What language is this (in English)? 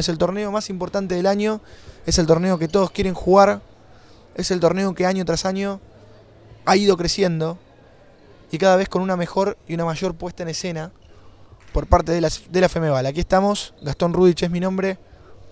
Spanish